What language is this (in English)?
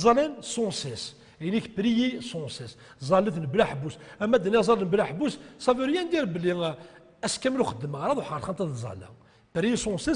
Kabyle